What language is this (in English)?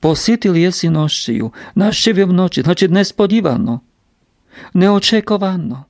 Rusyn